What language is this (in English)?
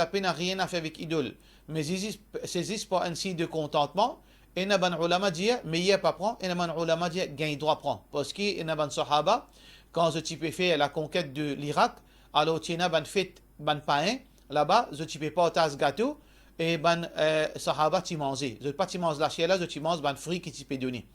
Morisyen